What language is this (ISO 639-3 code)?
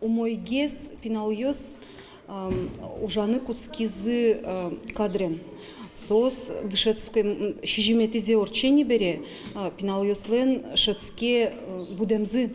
udm